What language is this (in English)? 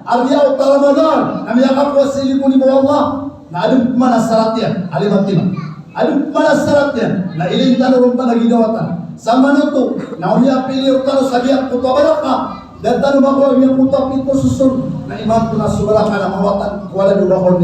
Maranao